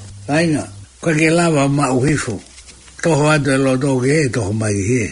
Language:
Tongan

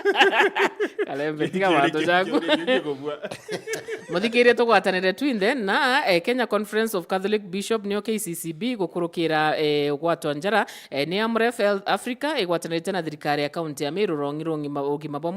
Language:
Meru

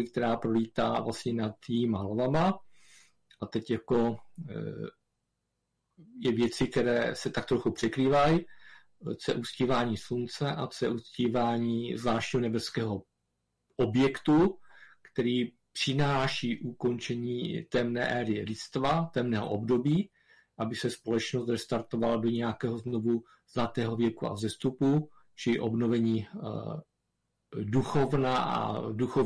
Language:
Czech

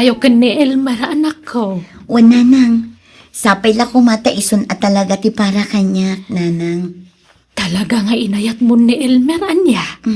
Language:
Iloko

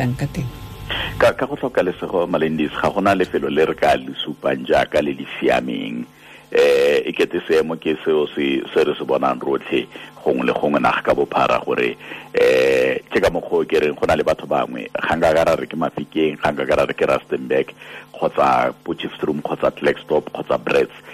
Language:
Tswana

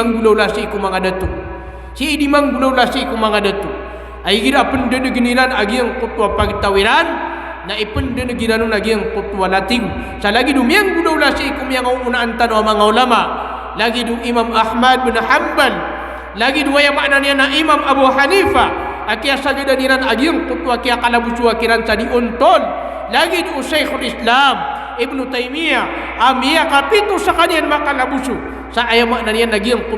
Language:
Maranao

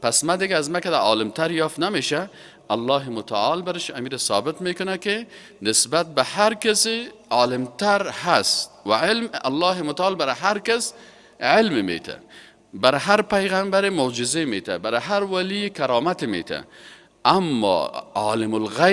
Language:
Persian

